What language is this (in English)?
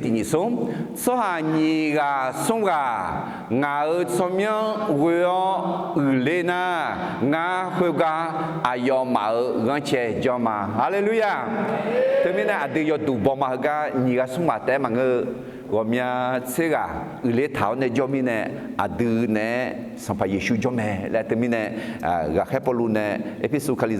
Akha